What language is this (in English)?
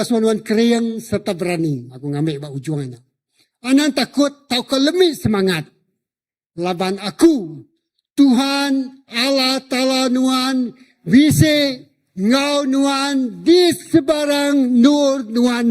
Iban